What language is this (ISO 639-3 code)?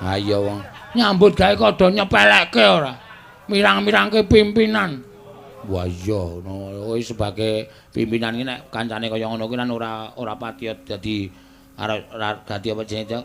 jav